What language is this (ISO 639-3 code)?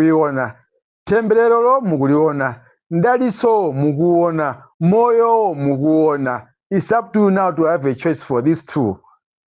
nya